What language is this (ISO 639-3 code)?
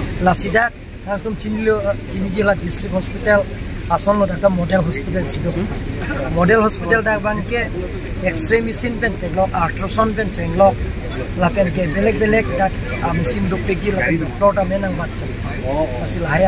mjw